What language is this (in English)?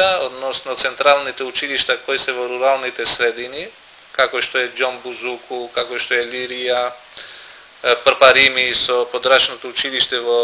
Macedonian